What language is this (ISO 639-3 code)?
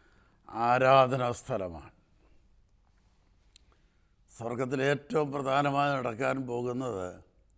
mal